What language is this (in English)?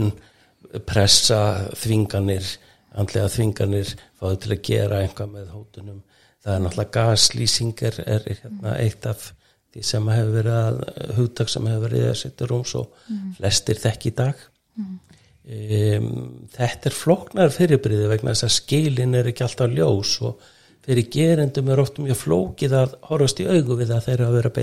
Icelandic